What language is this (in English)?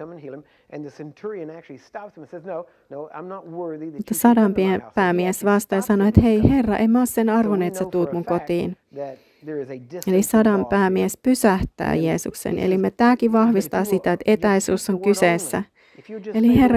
Finnish